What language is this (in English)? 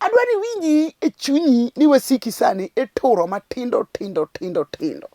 Luo (Kenya and Tanzania)